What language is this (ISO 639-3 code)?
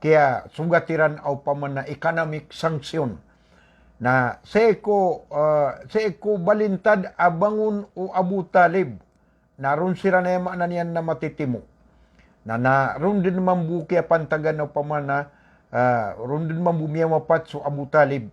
mrw